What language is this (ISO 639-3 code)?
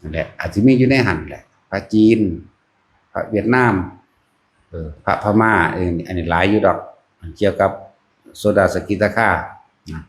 tts